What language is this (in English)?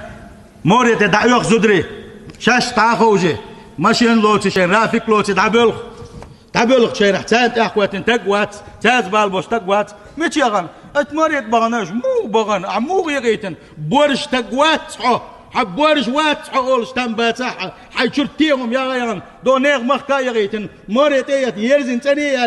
Chechen